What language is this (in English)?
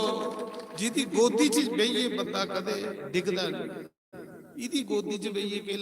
Dogri